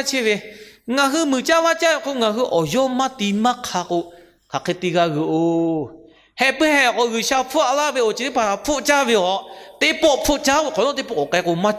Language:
Lahu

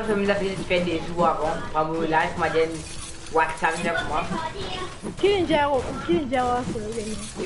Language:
Morisyen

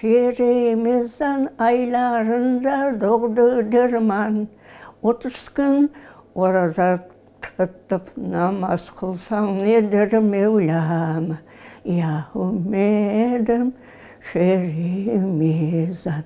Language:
Crimean Tatar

